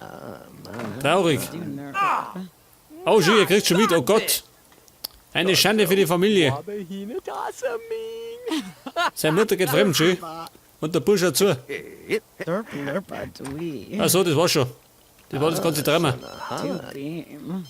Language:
Bavarian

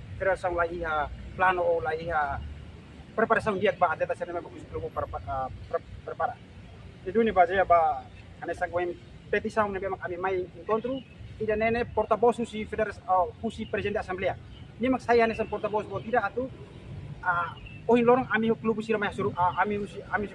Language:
Tetum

